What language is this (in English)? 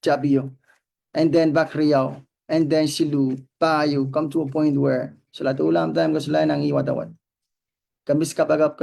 Pohnpeian